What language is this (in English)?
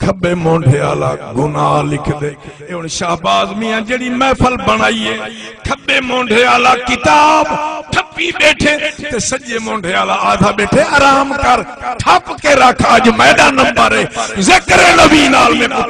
Saraiki